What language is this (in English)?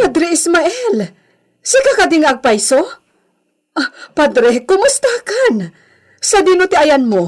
Iloko